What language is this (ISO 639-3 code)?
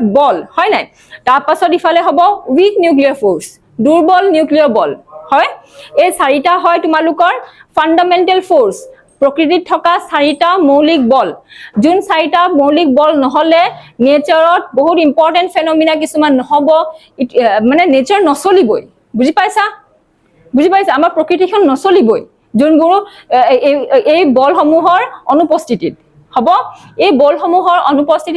asm